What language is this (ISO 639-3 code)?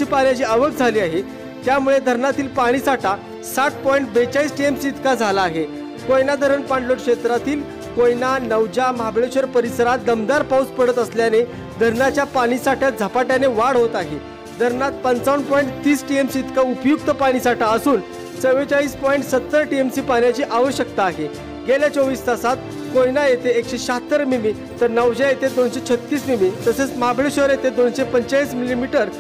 mar